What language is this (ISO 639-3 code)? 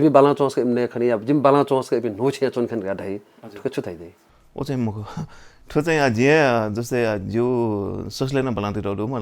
new